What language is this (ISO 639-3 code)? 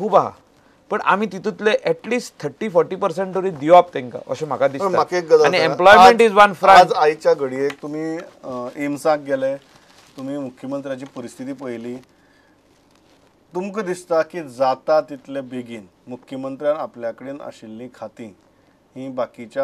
kok